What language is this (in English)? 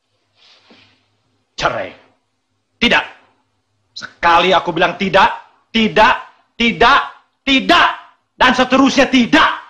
Indonesian